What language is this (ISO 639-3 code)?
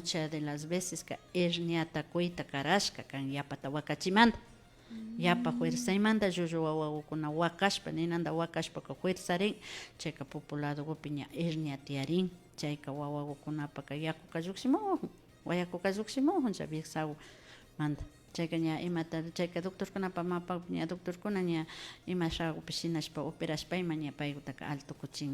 qvi